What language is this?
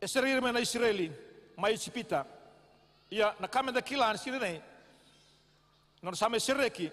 Fijian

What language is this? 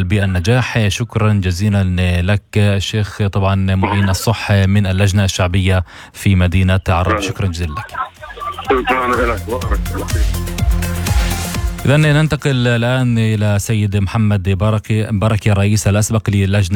Arabic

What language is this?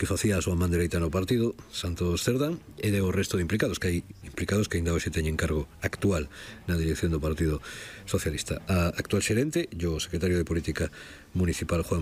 Galician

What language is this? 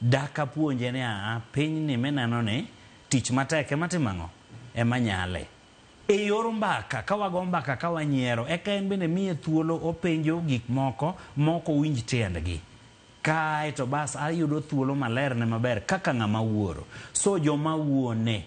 Luo (Kenya and Tanzania)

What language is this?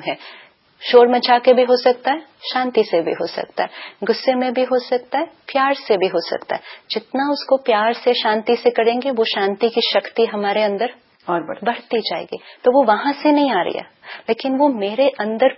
Hindi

